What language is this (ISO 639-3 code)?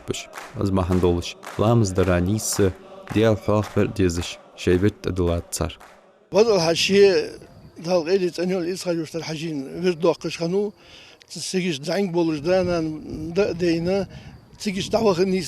inh